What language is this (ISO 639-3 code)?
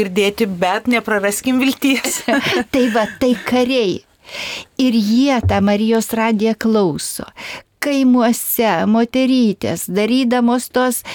lit